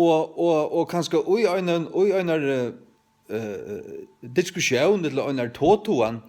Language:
Faroese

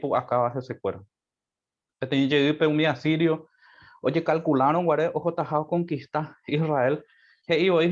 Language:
Guarani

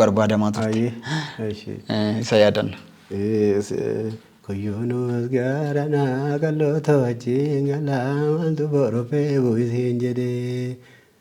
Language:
Oromo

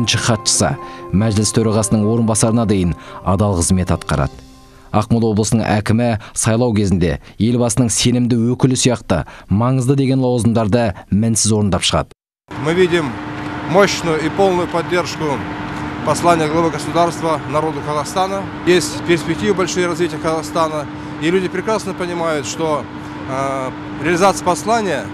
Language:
Kazakh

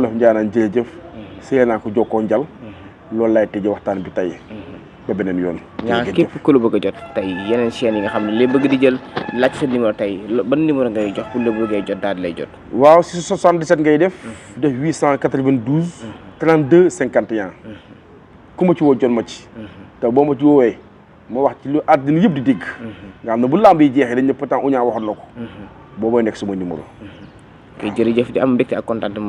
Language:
Wolof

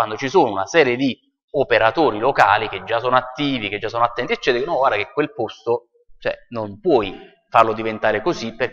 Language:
Italian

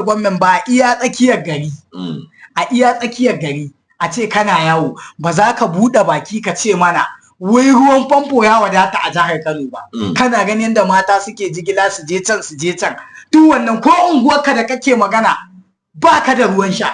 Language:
Hausa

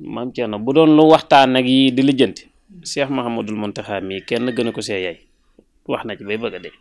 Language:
Wolof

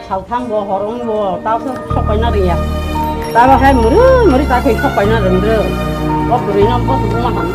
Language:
Kok Borok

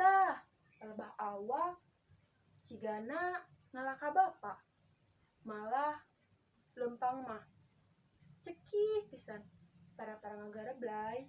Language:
Sundanese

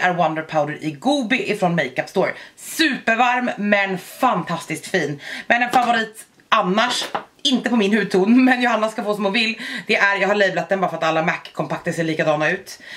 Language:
Swedish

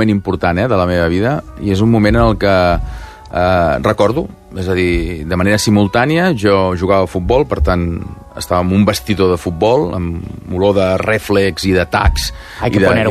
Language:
Catalan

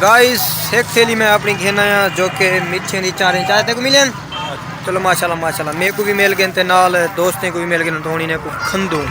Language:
Saraiki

